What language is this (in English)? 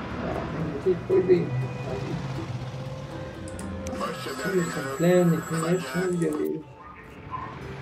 French